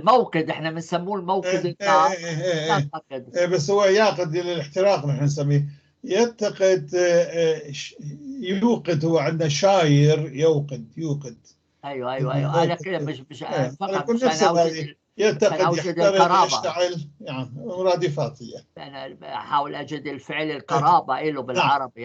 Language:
North Levantine Arabic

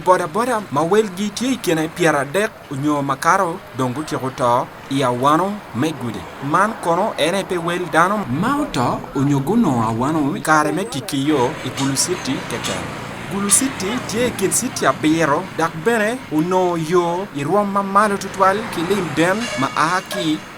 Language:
Acoli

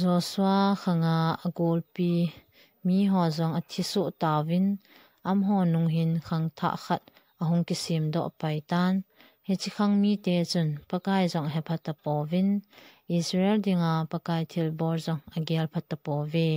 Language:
Thado Chin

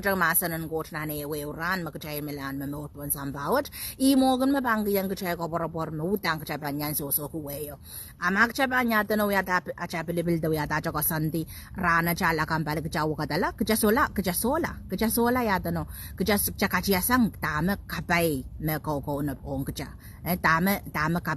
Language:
Pohnpeian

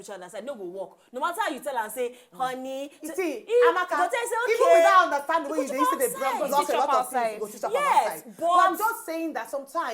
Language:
Nigerian Pidgin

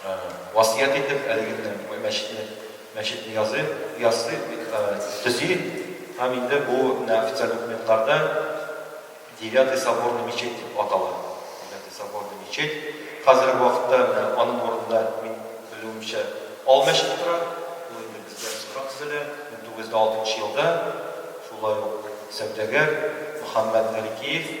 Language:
Tatar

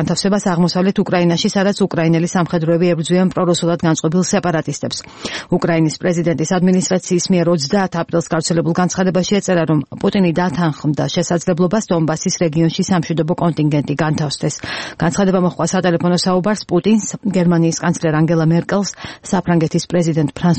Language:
Georgian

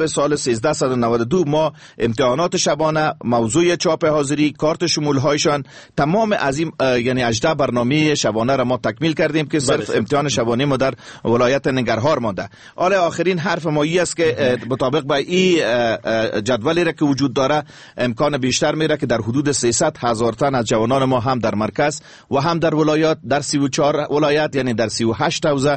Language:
Persian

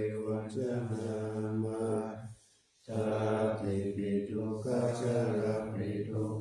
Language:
Pali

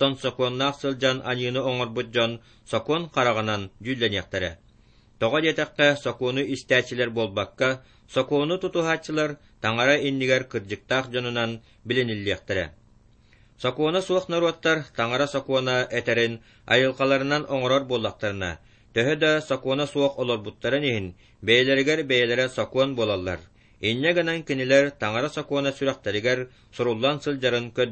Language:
Yakut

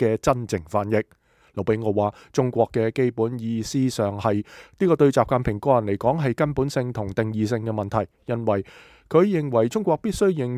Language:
Cantonese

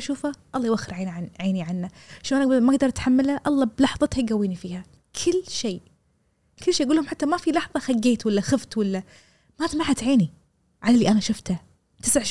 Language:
Gulf Arabic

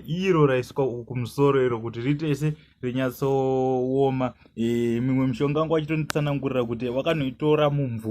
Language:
Shona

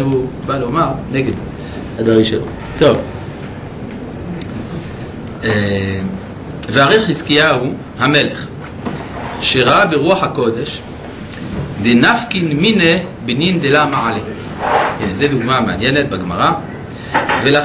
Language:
Hebrew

